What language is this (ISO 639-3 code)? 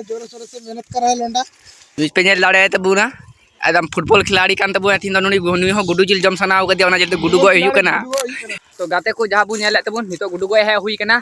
sat